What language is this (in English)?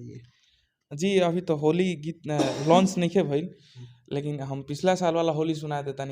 Bhojpuri